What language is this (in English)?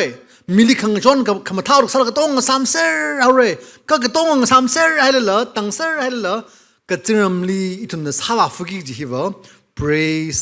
Tangkhul Naga (India)